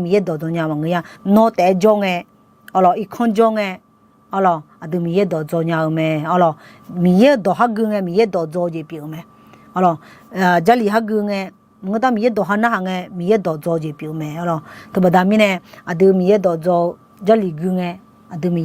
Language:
Akha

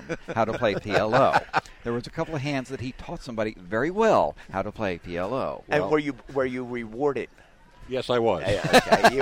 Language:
English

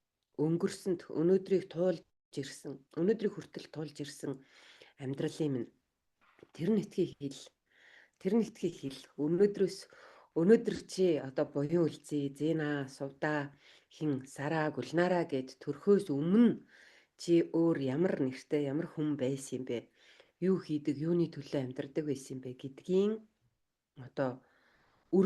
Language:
Mongolian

